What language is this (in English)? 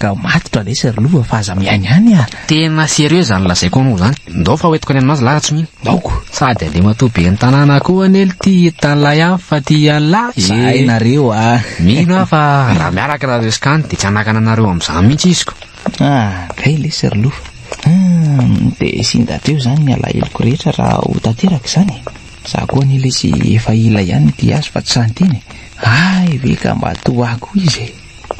Malagasy